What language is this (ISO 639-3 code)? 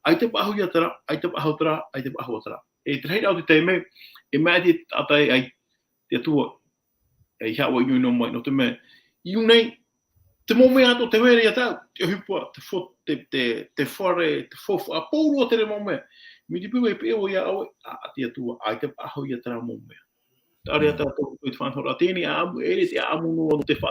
tah